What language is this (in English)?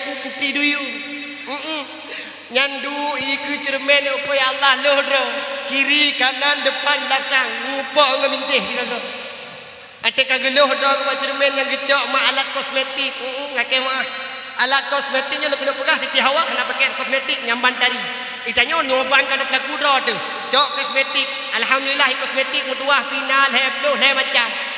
Achinese